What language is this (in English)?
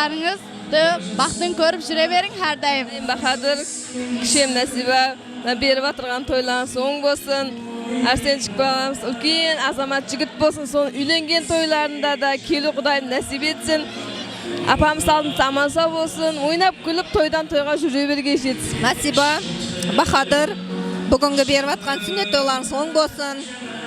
Kara-Kalpak